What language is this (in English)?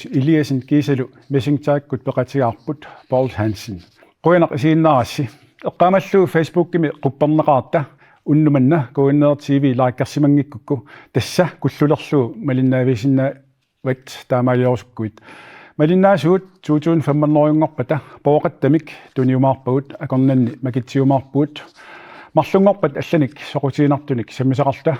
Kalaallisut